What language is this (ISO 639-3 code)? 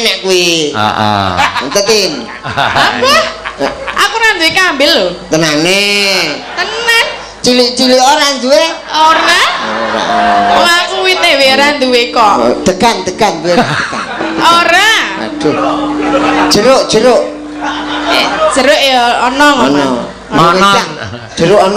jav